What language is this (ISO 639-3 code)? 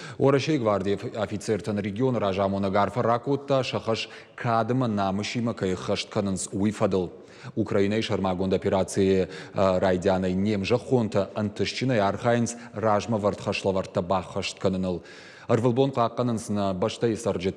oss